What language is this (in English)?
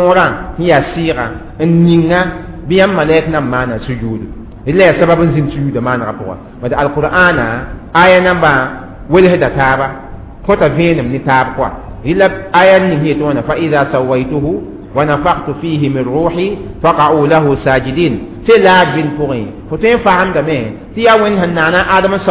Mossi